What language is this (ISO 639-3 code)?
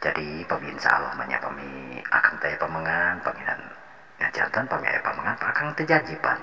sun